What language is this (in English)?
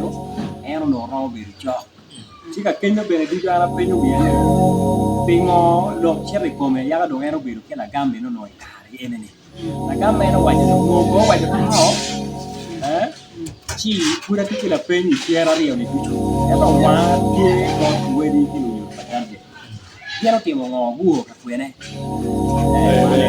Acoli